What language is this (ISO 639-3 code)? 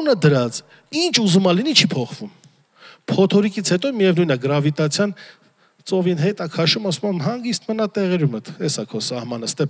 hye